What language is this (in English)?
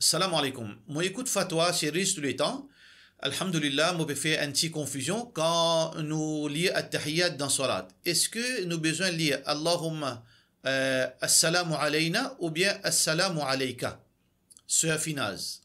Morisyen